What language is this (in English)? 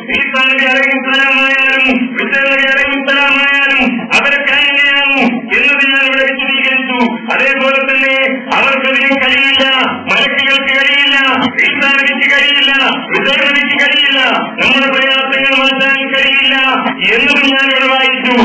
Malayalam